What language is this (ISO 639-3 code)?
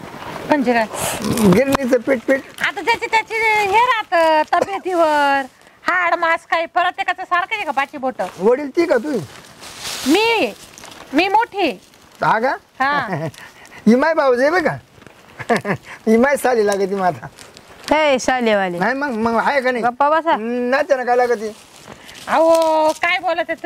mar